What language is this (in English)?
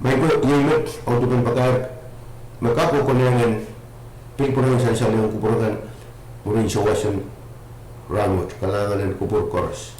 Pohnpeian